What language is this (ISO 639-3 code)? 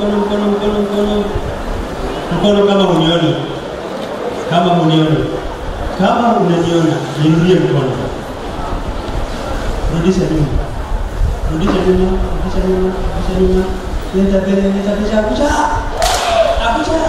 swa